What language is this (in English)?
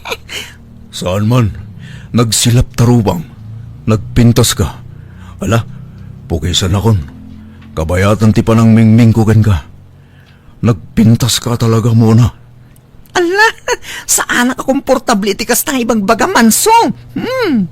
Iloko